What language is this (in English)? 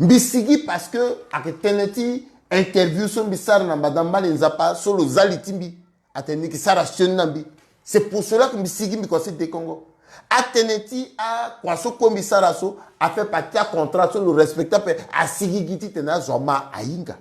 Sango